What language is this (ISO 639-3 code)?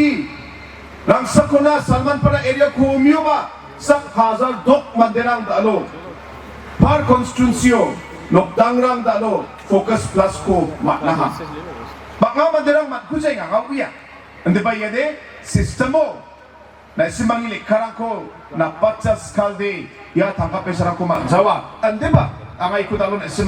grt